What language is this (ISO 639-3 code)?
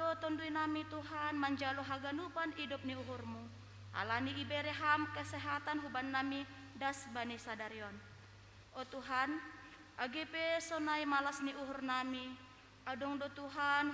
bts